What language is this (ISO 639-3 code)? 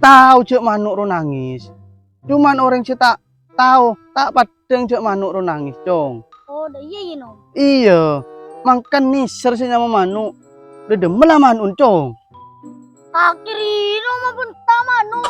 mad